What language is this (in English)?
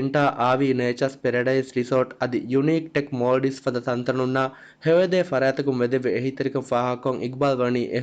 Divehi